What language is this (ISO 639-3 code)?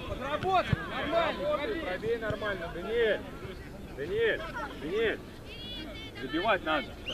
rus